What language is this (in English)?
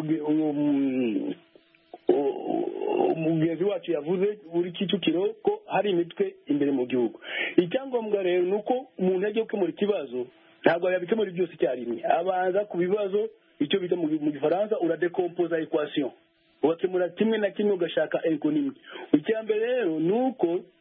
Kinyarwanda